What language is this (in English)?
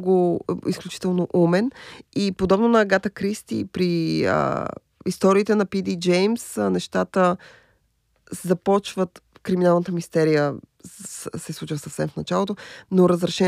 Bulgarian